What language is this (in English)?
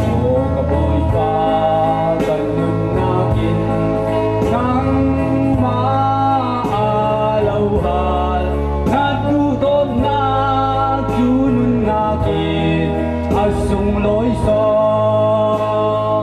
Falam Chin